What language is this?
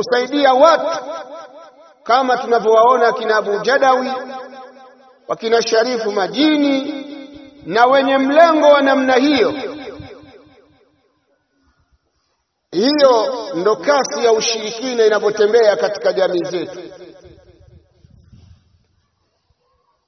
Swahili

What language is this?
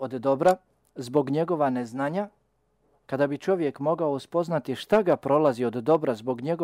Bosnian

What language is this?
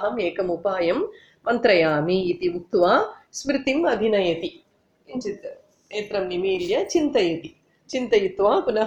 Sanskrit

